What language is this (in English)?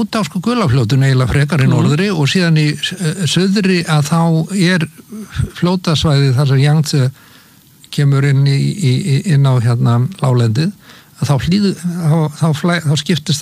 Icelandic